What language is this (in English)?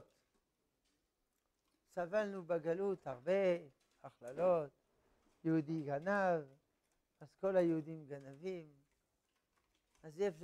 Hebrew